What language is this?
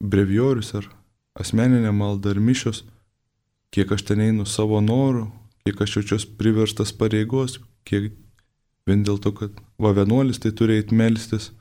Lithuanian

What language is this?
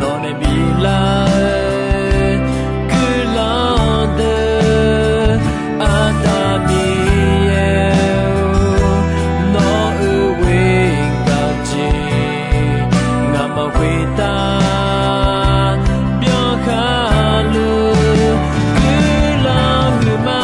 Akha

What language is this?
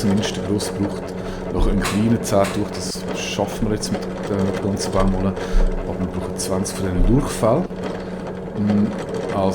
Swiss German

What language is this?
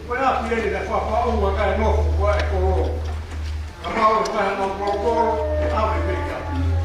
Tongan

